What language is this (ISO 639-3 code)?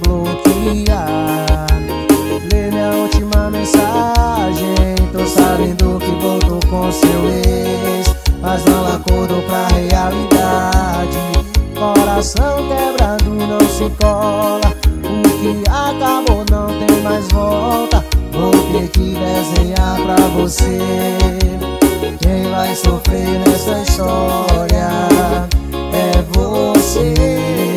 por